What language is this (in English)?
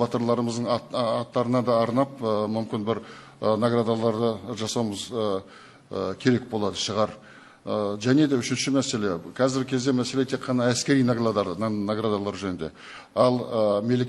Kazakh